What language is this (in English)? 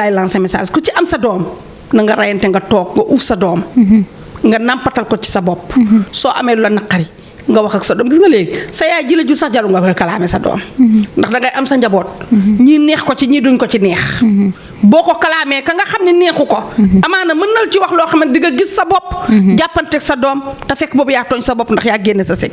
Wolof